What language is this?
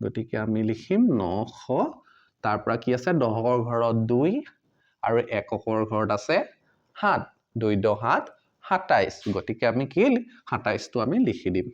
Assamese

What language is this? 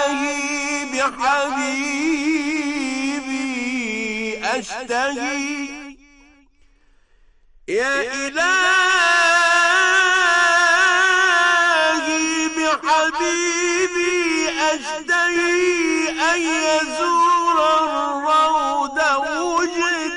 Arabic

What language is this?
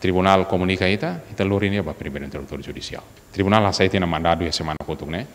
Tetum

